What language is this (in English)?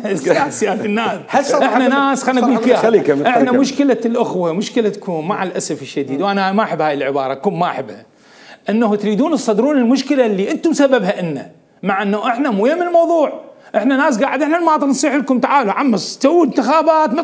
Mesopotamian Arabic